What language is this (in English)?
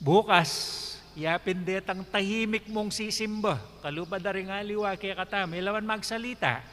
Pampanga